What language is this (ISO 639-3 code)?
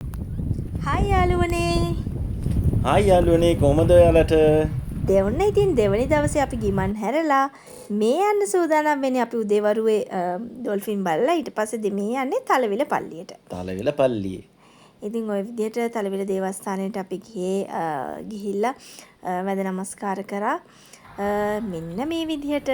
sin